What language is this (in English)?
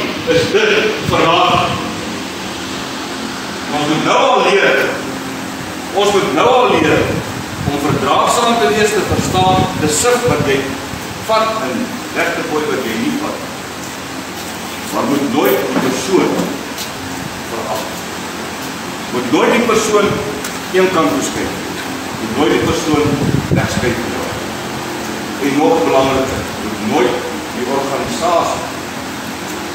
Afrikaans